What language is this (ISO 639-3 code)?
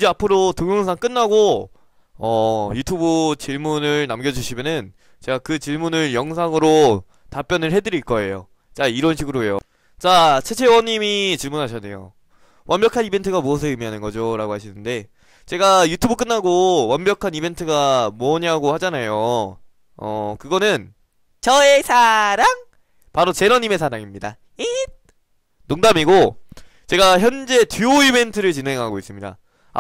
kor